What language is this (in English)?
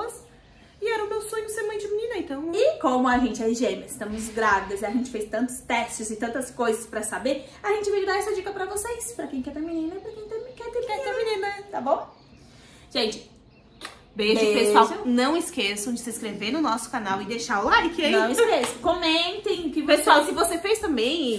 Portuguese